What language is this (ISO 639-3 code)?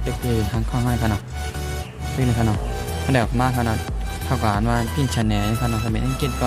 shn